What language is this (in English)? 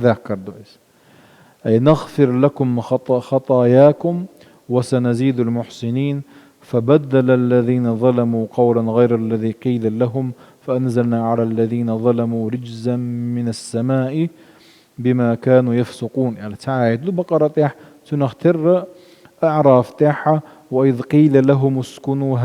Chechen